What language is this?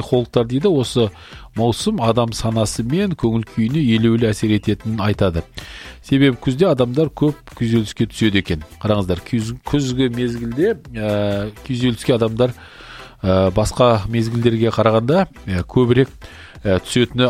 Kazakh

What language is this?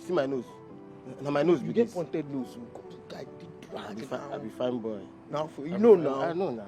Nigerian Pidgin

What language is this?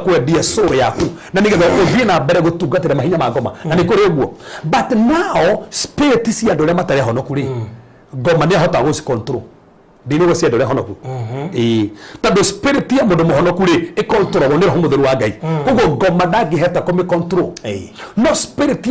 Kikuyu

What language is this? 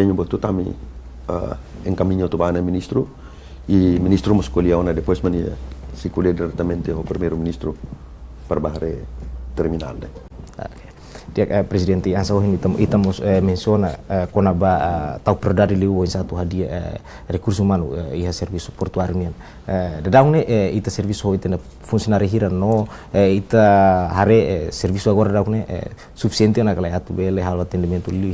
Tetum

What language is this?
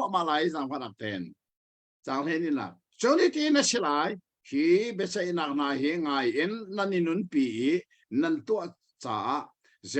Hakha Chin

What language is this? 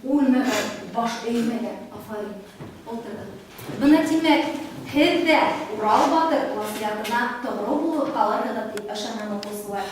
Bashkir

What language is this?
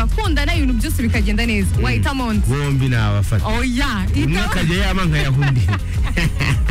Kinyarwanda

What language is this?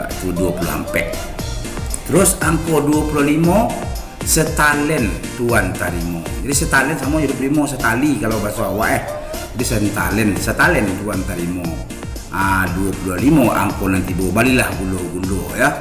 Minangkabau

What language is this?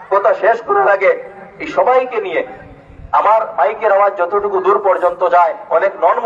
Bangla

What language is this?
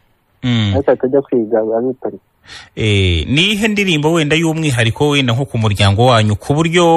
Kinyarwanda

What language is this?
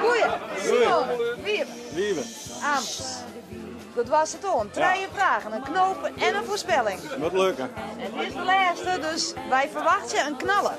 Western Frisian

